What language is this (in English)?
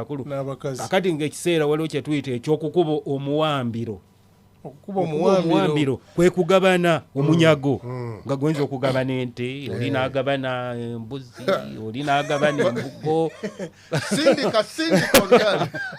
Ganda